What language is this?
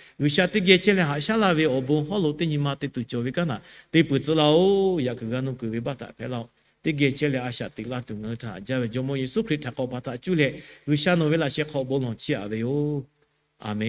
Lahu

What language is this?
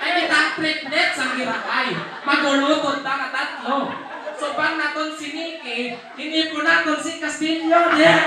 Hiligaynon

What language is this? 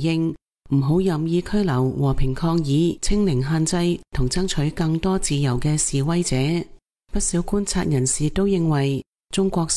Cantonese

